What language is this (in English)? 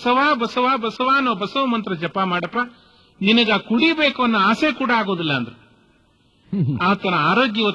Kannada